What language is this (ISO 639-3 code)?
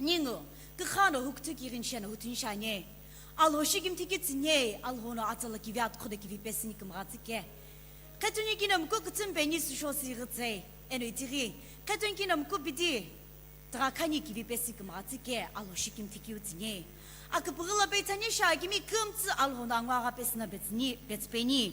nsm